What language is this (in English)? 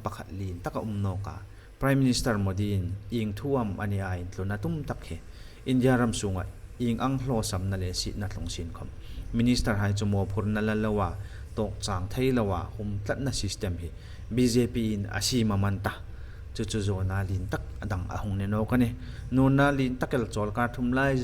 Hmar